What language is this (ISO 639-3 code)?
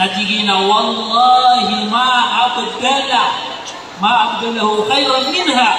mrw